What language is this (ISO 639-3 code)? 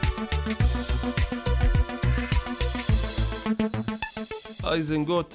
ara